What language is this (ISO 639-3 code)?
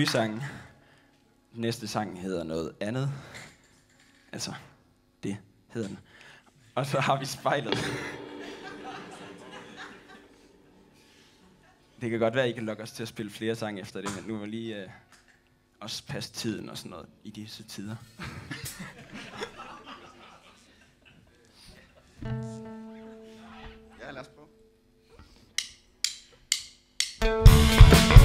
dan